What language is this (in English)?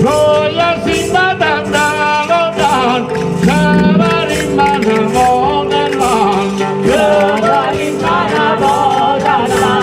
Neapolitan